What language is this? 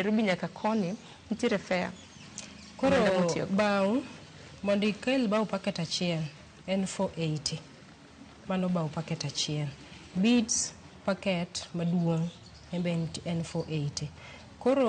Luo (Kenya and Tanzania)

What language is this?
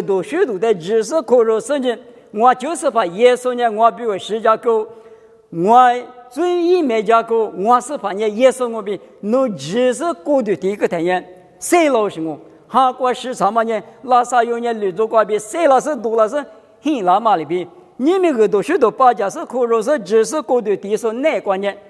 Lisu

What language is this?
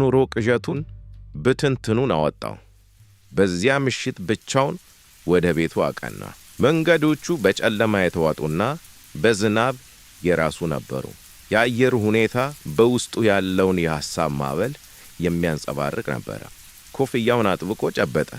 Amharic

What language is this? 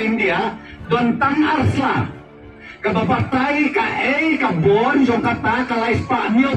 Khasi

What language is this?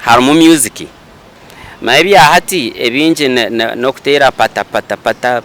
Nyankole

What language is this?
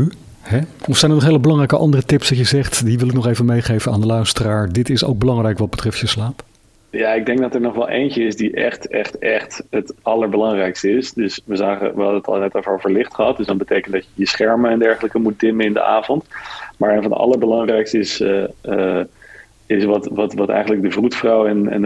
Dutch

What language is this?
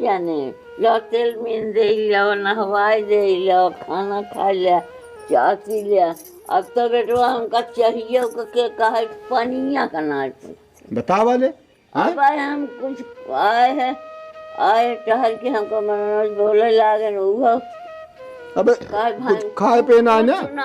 Awadhi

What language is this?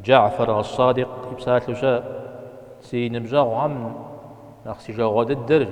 Kabardian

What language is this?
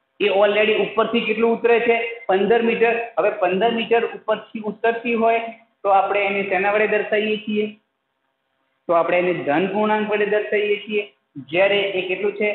Gujarati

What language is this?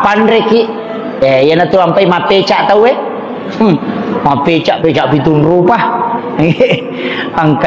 Buginese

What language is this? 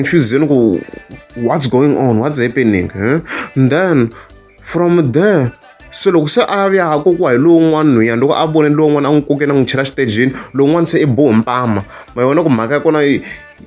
Tsonga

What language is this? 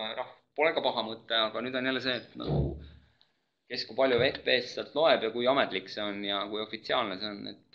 Estonian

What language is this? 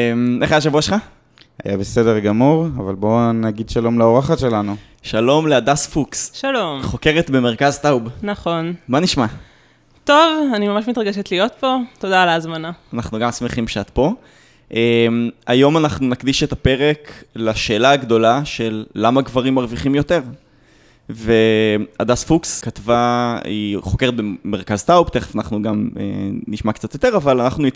Hebrew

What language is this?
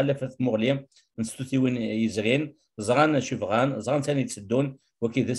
Kabyle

